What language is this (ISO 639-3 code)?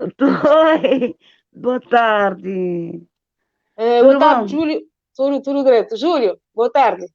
kea